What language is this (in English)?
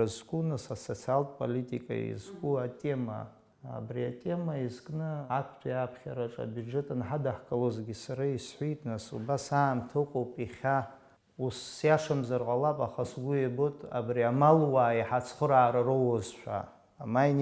Abkhazian